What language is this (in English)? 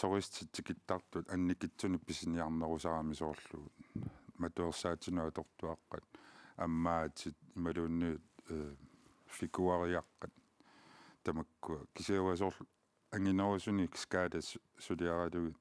Kalaallisut